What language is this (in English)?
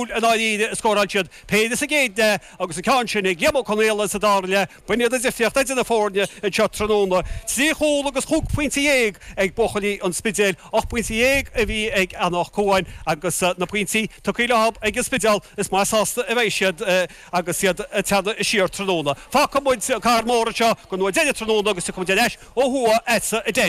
Irish